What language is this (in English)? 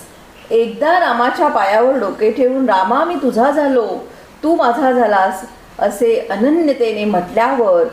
Marathi